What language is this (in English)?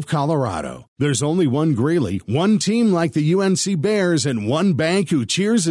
English